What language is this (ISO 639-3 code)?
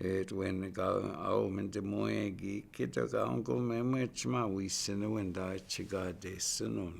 ciw